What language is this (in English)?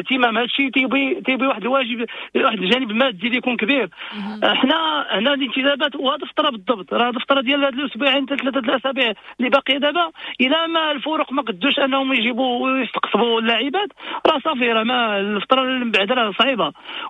Moroccan Arabic